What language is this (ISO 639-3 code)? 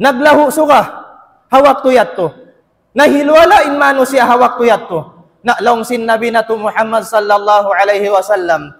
tsg